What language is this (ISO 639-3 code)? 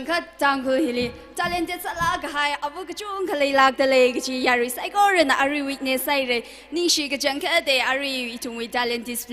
nmf